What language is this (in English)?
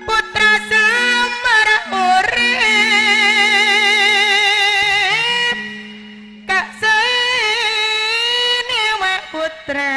Madurese